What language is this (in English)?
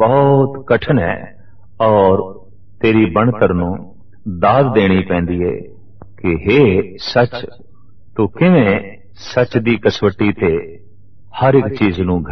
Punjabi